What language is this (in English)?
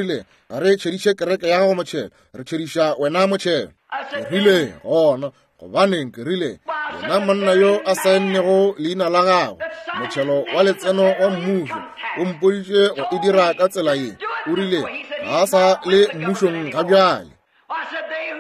Northern Sotho